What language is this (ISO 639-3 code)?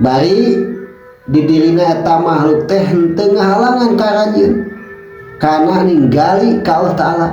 sun